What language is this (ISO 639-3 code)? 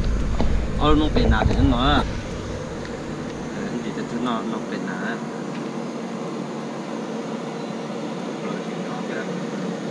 vie